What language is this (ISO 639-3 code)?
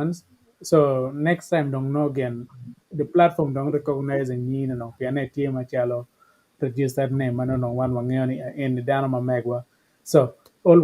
ach